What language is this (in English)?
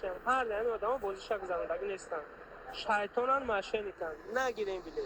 Tajik